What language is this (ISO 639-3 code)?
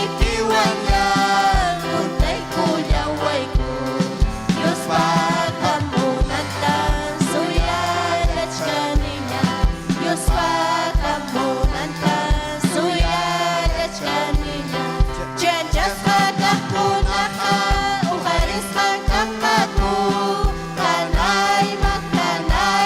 quy